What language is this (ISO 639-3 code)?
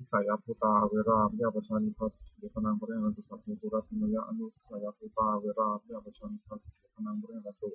pli